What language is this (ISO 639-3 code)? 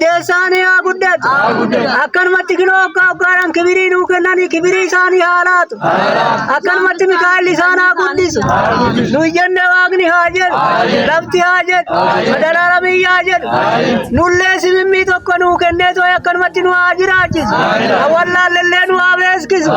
orm